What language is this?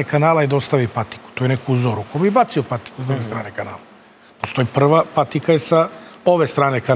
Serbian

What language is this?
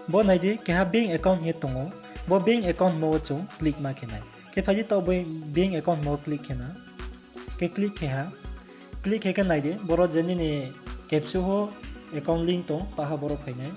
Riang (India)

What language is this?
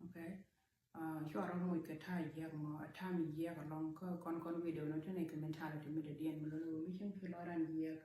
Nuer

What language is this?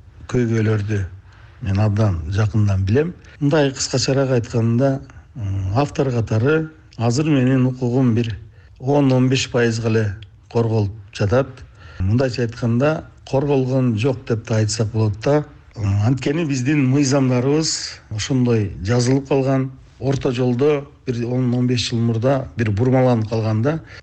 Kyrgyz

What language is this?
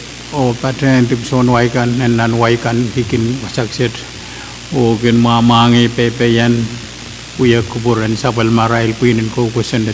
Pohnpeian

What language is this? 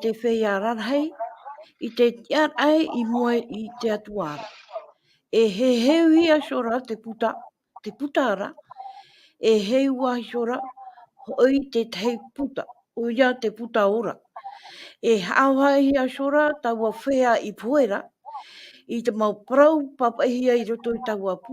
Tahitian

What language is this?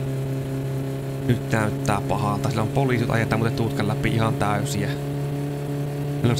Finnish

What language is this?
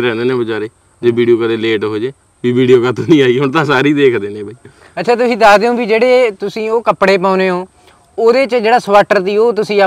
Punjabi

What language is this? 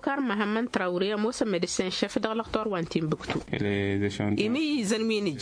Tamasheq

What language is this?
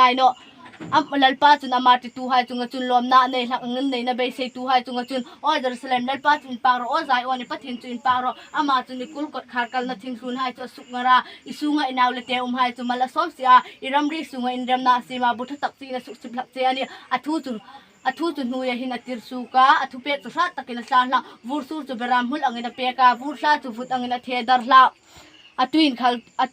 Hmar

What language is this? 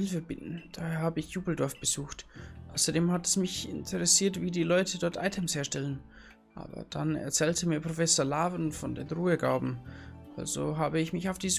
Bavarian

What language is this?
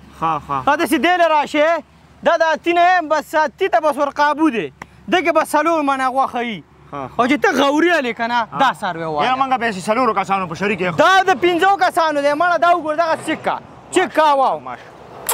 Pashto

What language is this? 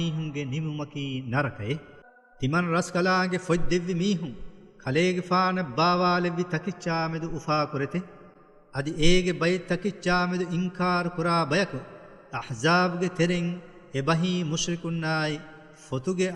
Divehi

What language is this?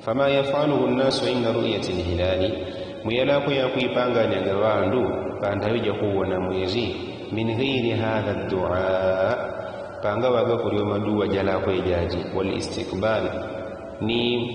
Yao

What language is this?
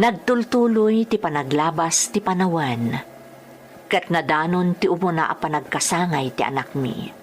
Iloko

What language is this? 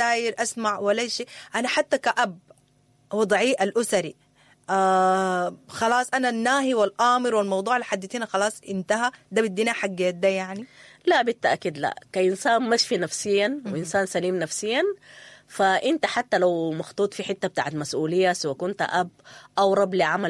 Sudanese Arabic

